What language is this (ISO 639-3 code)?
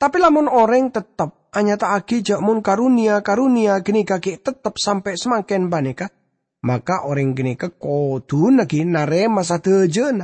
mad